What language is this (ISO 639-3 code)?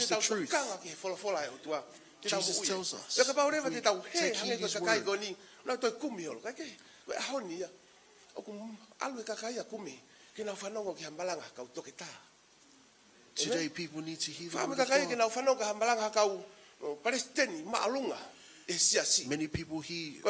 ton